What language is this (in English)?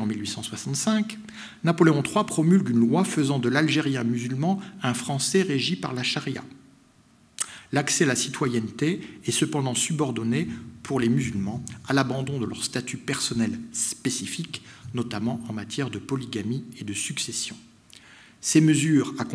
French